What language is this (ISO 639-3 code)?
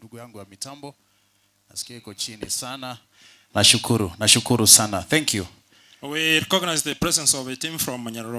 guz